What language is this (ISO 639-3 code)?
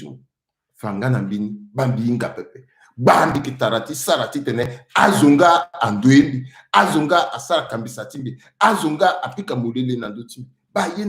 sag